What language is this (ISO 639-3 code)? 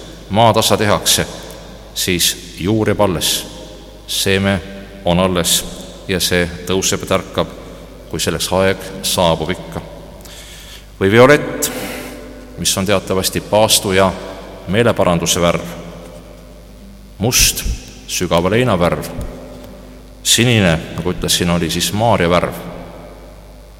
est